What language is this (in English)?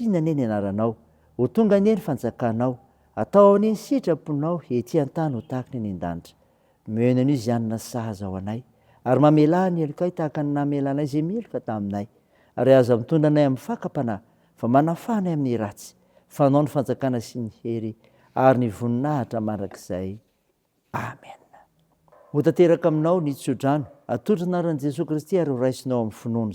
Malagasy